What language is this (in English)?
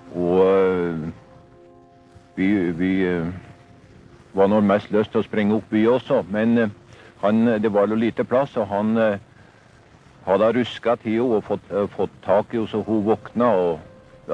Norwegian